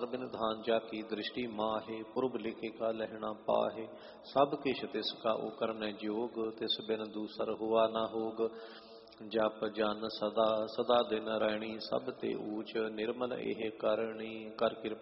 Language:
Punjabi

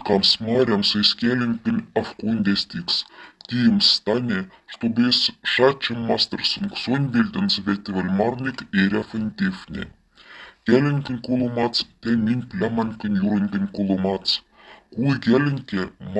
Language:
Moksha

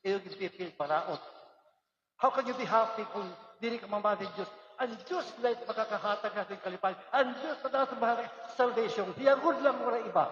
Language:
Waray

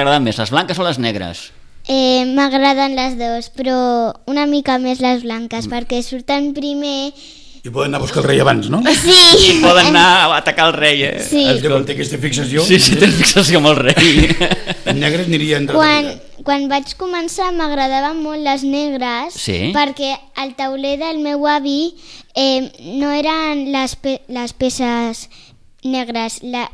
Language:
Catalan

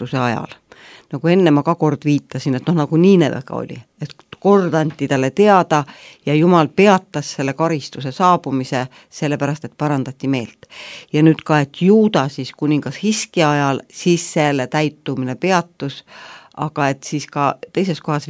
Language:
Estonian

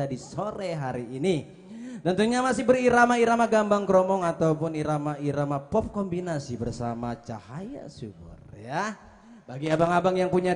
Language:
Betawi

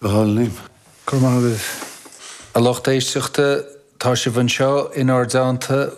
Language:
Irish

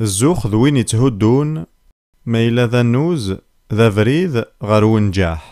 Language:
Kabyle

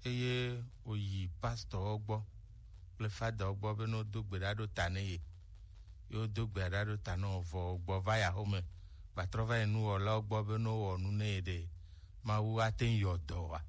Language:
Gen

